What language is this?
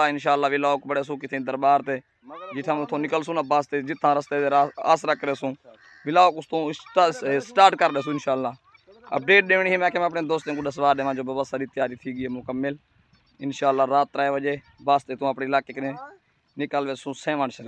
Saraiki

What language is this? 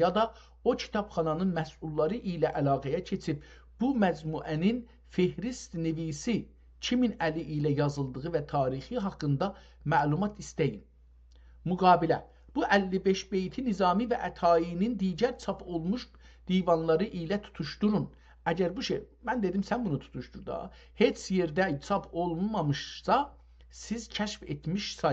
South Azerbaijani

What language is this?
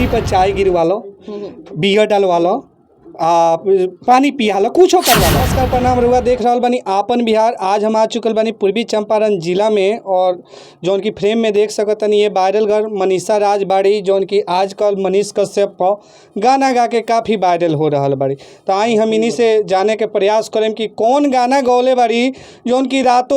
Bhojpuri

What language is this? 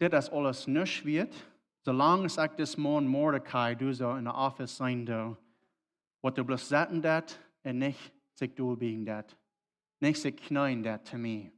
Plautdietsch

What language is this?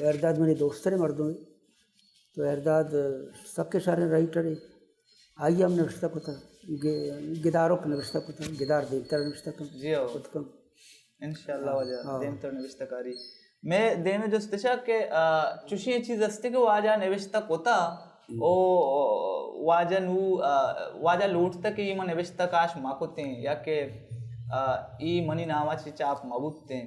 Baluchi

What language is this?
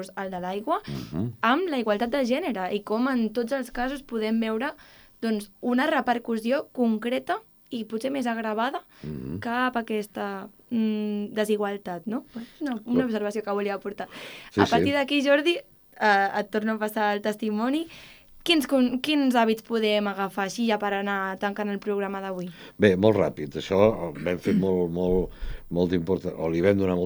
Catalan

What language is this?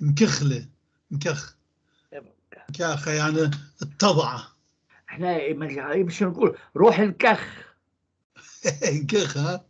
North Levantine Arabic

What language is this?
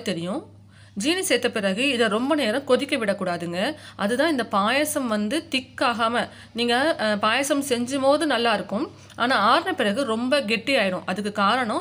Tamil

